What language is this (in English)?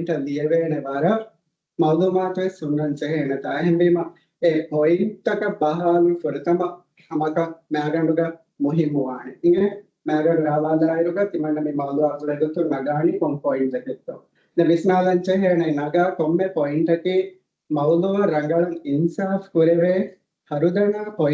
Divehi